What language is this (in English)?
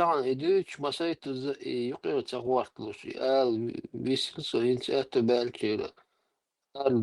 Chechen